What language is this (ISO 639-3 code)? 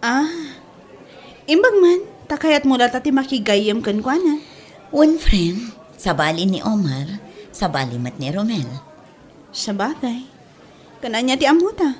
ilo